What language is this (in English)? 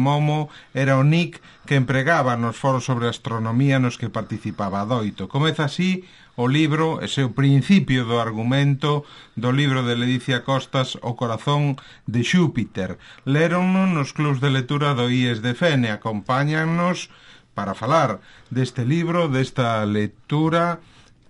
Galician